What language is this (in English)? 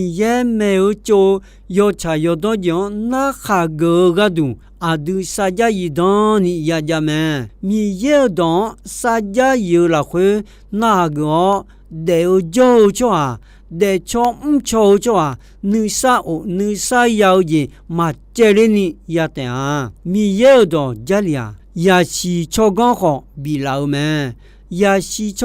Akha